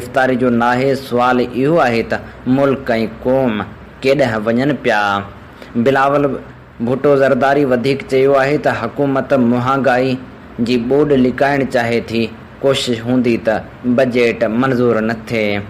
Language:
Sindhi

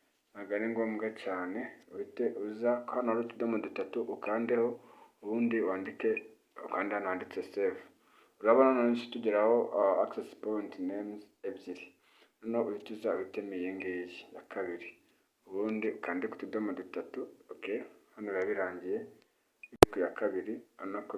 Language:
Kinyarwanda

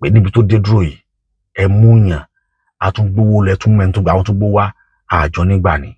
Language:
Yoruba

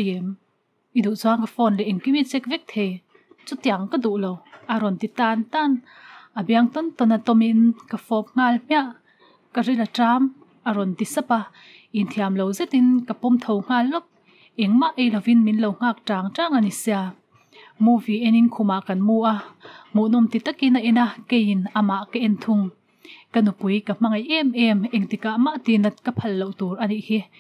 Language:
Mizo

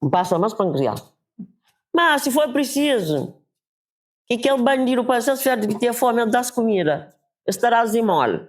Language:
Kabuverdianu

